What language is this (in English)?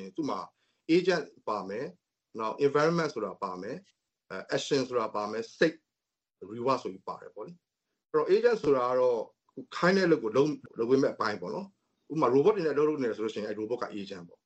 Burmese